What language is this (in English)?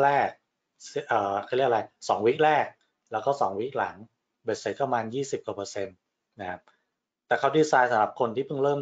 Thai